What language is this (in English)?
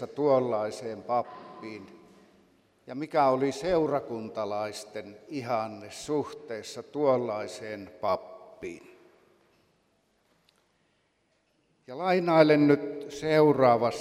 Finnish